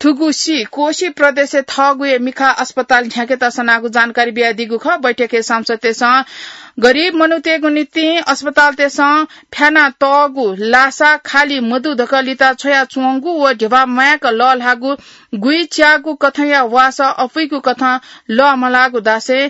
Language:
Newari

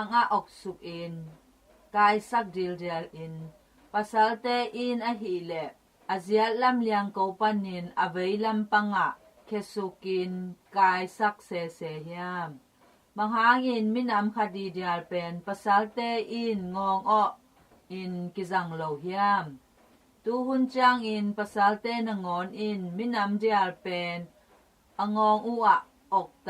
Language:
Tedim Chin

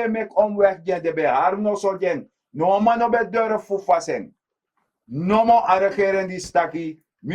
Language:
Sranan Tongo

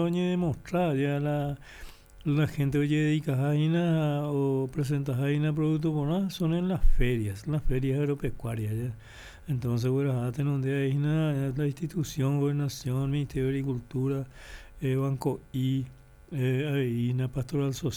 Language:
Guarani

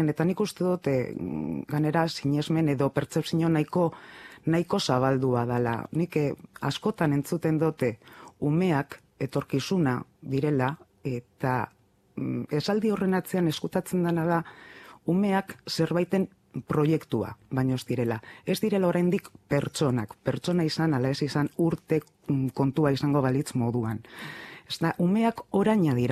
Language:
Basque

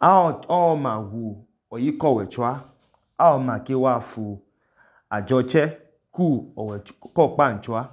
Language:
Idoma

